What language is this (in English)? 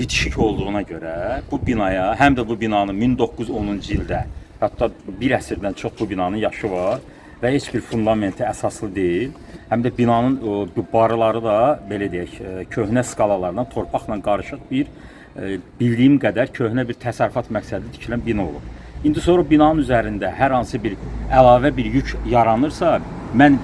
Azerbaijani